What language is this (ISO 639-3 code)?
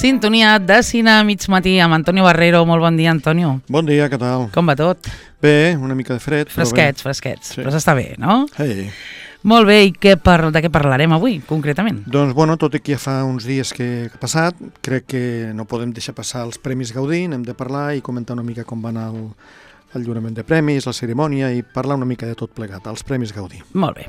cat